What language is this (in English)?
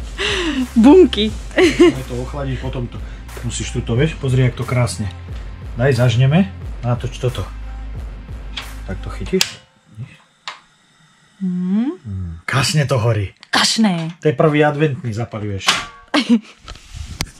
Slovak